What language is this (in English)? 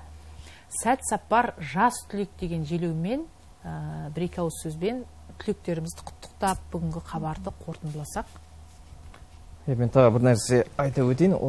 Kazakh